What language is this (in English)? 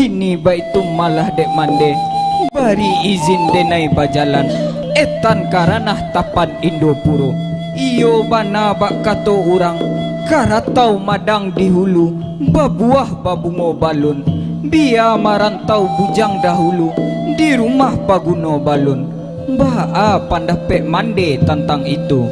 Minangkabau